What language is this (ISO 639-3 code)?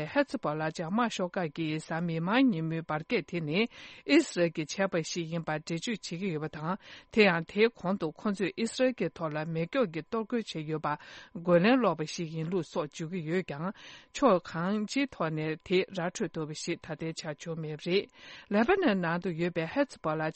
bod